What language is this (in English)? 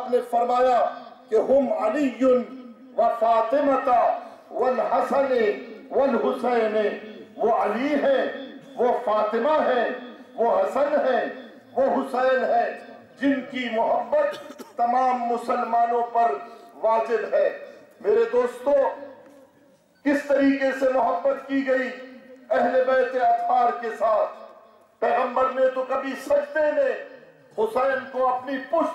Urdu